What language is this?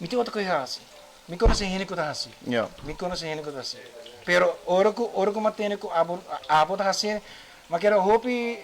Papiamento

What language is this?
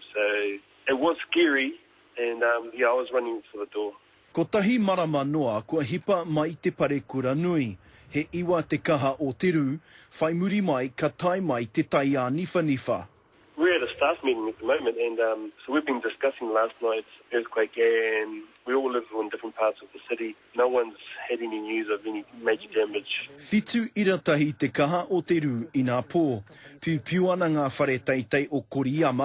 Māori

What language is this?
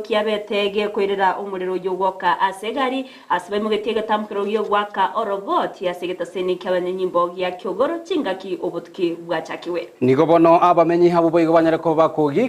Gusii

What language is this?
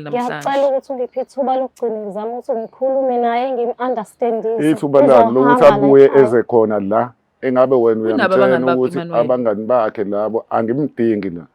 Zulu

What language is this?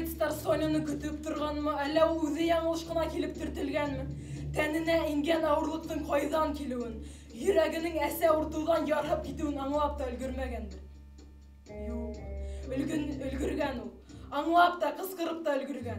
Bashkir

